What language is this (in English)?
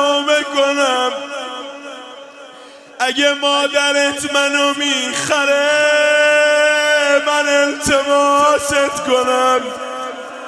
Persian